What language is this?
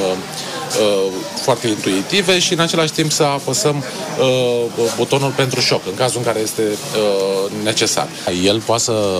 Romanian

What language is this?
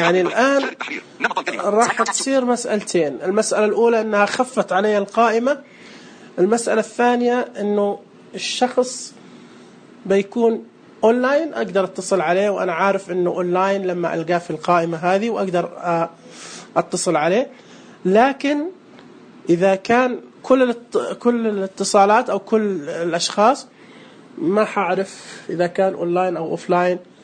Najdi Arabic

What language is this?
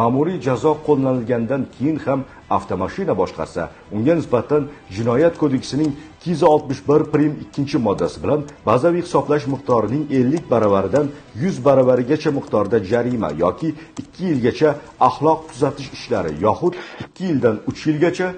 Uzbek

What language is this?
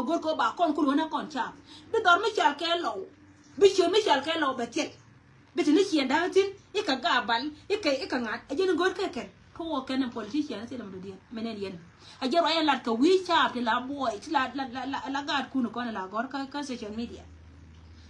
Nuer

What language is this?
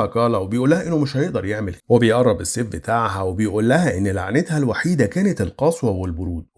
Egyptian Arabic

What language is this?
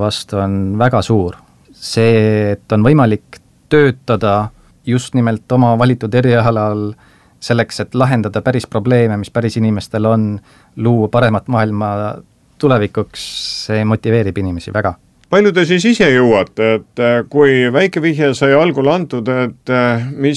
Estonian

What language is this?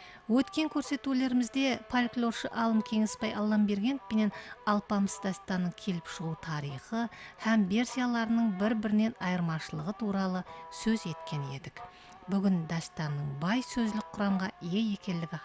Kara-Kalpak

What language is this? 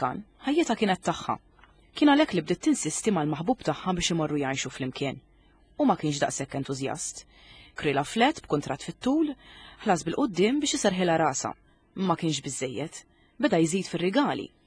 Maltese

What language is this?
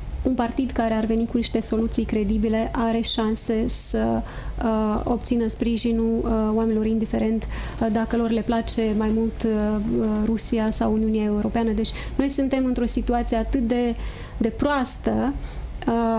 Romanian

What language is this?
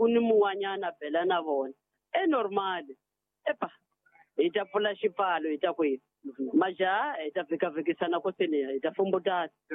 Tsonga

